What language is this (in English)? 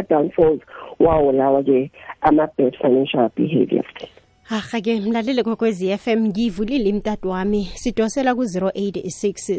South Ndebele